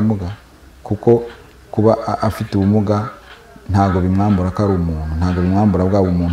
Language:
Kinyarwanda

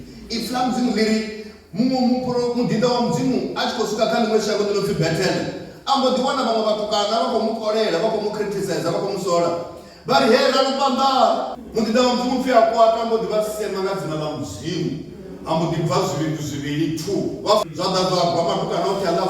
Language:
Venda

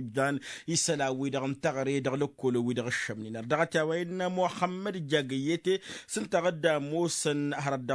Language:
Tamasheq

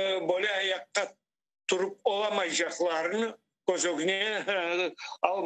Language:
Crimean Tatar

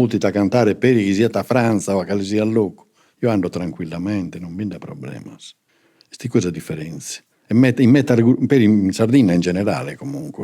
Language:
Sardinian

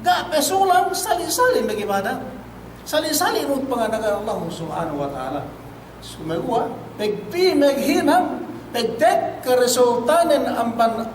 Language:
Yakan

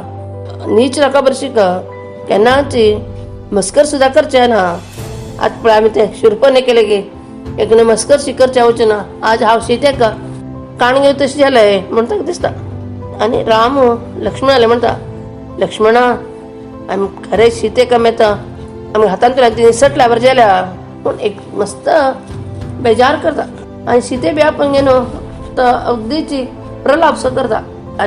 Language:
Konkani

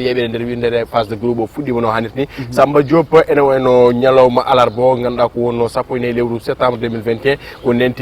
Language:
Fula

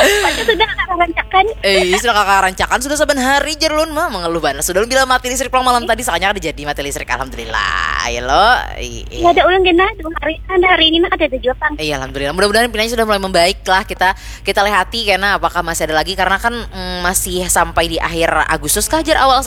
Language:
Banjar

